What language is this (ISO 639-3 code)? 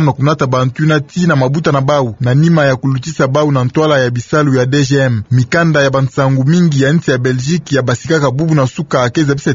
ktu